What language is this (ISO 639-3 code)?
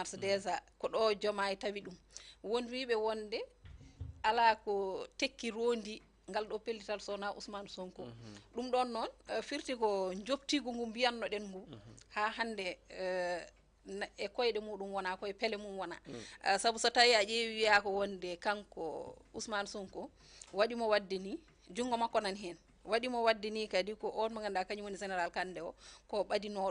ful